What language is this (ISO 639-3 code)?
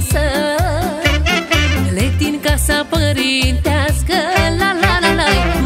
ron